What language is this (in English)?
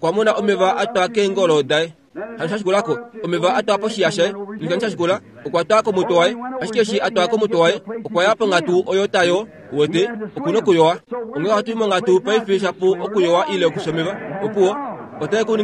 Kuanyama